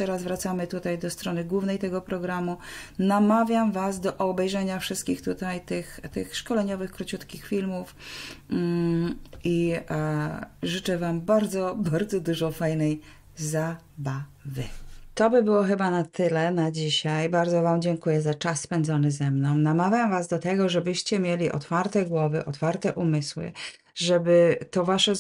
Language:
Polish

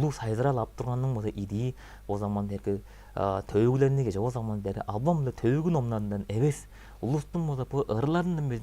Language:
Tuvinian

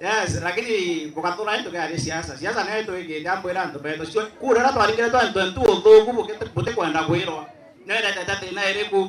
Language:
Meru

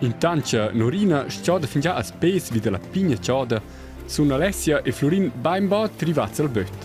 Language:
Romansh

